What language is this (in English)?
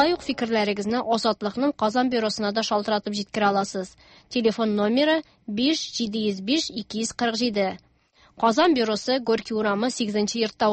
Tatar